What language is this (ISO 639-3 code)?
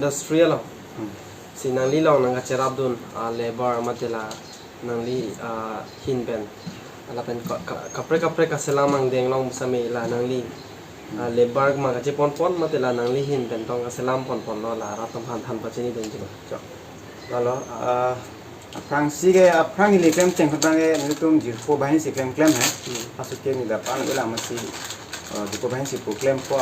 mjw